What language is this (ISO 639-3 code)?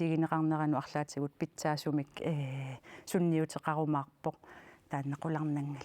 kal